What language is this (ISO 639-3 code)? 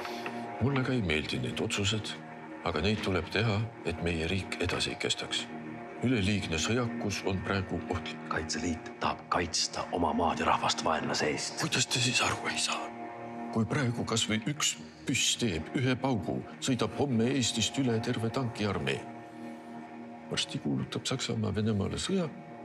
est